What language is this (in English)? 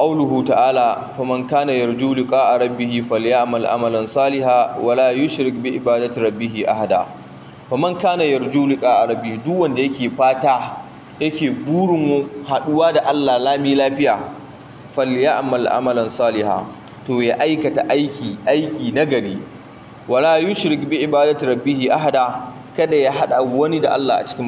Hausa